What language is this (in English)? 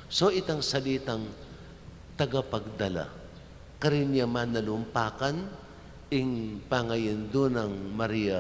Pampanga